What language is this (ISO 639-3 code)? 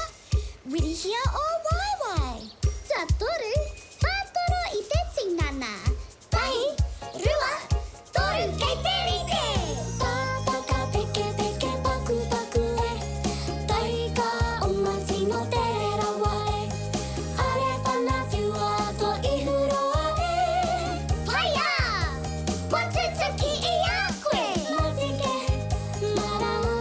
mri